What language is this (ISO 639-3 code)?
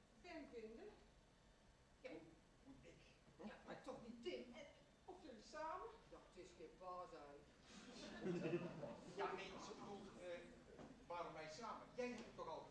nld